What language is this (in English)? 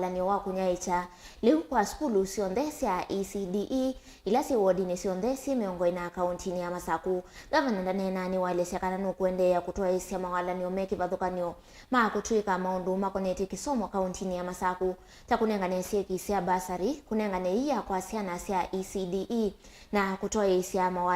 Kamba